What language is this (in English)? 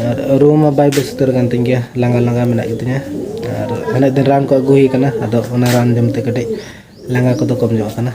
Santali